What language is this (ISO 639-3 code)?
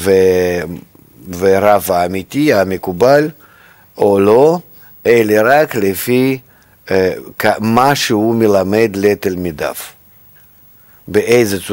heb